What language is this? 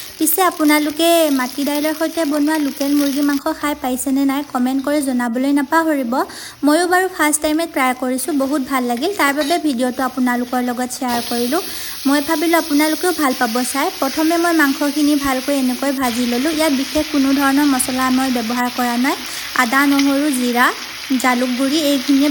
Assamese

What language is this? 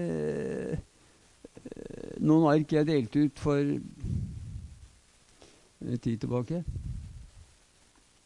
Norwegian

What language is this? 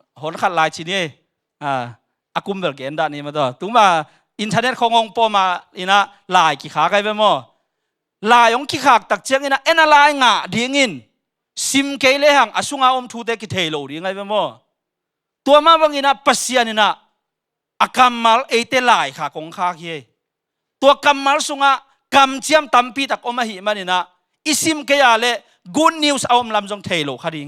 Tedim Chin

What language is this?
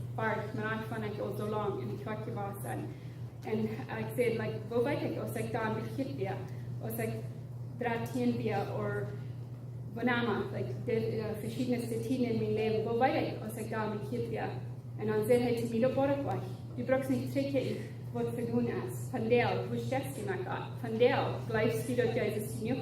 Plautdietsch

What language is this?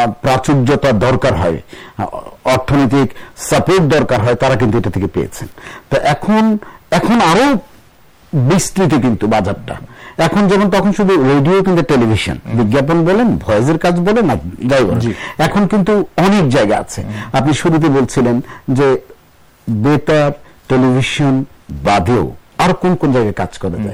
Bangla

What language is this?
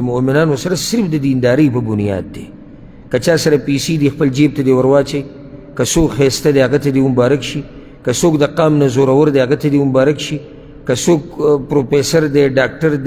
Pashto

